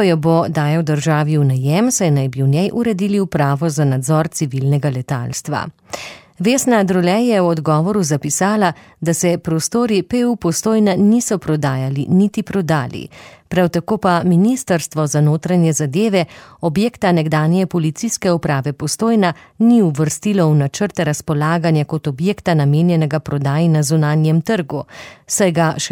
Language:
Slovenian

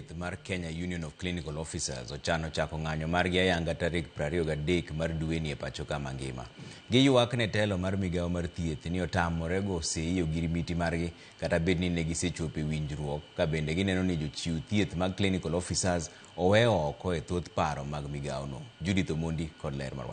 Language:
Luo (Kenya and Tanzania)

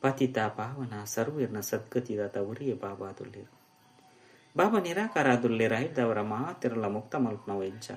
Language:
Tulu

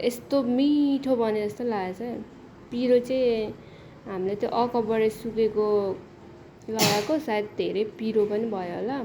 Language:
Nepali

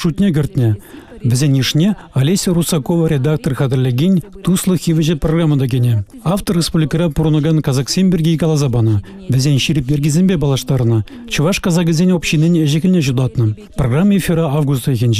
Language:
Chuvash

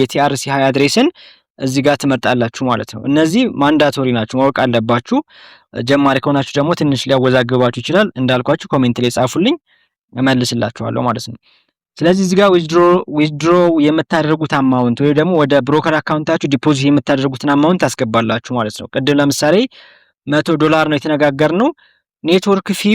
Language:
Amharic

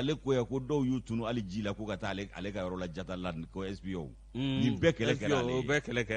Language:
Bambara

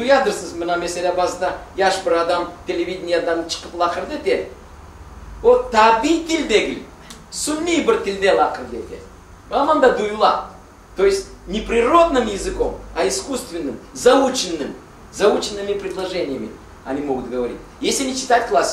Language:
Crimean Tatar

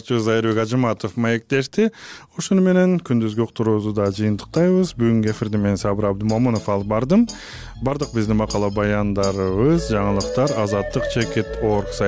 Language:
Kyrgyz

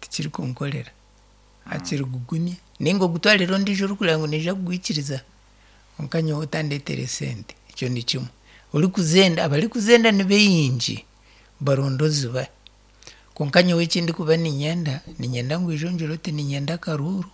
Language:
Nyankole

